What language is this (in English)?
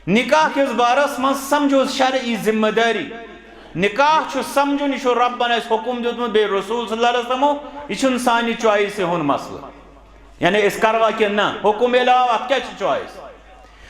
Kashmiri